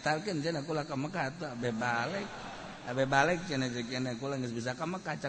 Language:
Sundanese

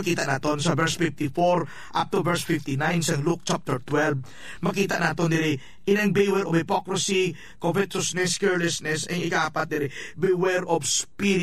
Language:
Hiligaynon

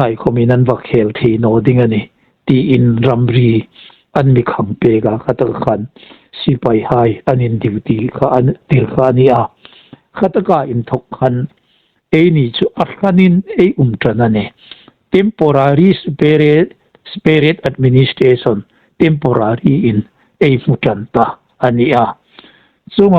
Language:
Hmar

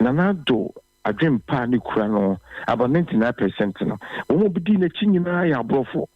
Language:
Akan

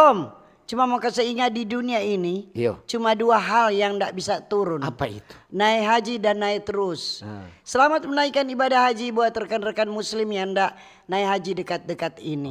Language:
Manado Malay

